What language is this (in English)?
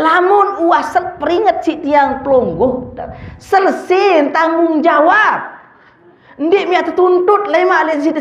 Sasak